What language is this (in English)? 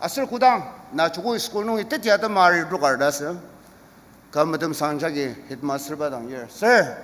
Ao Naga